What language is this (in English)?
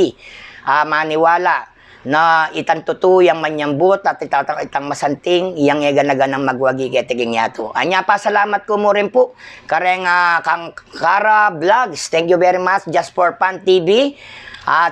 Pampanga